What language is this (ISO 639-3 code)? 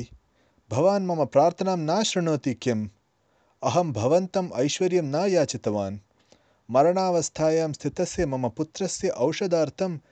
san